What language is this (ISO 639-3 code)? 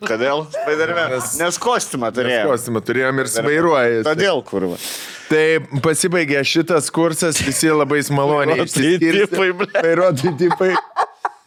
lit